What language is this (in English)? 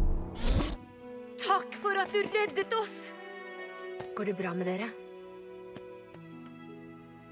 Norwegian